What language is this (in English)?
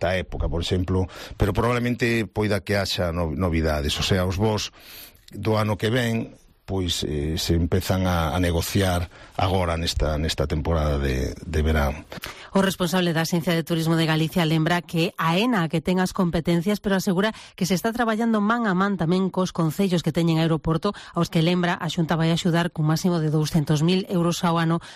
Galician